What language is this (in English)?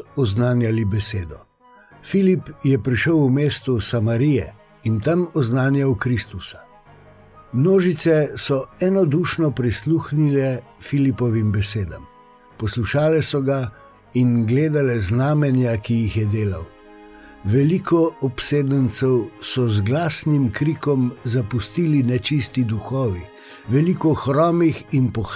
Slovenian